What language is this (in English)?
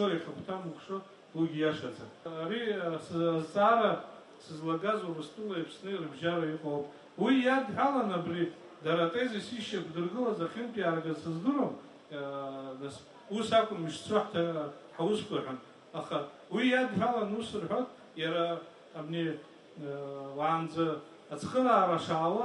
Abkhazian